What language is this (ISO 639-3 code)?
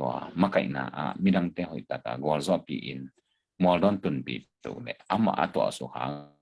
ctd